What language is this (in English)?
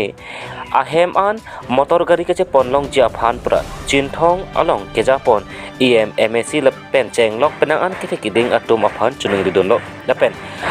Karbi